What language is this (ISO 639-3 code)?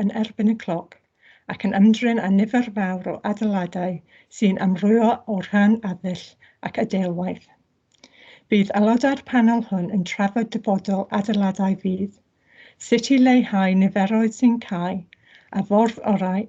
cym